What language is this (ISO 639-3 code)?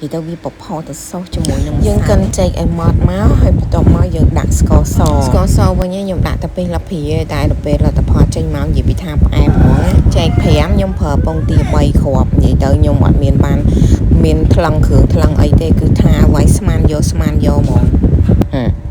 khm